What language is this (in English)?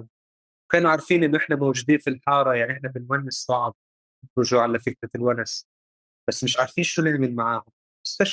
North Levantine Arabic